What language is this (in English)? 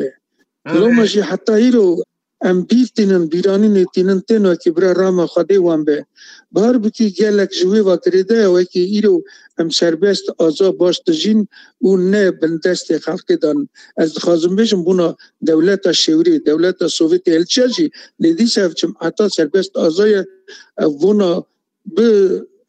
Kurdish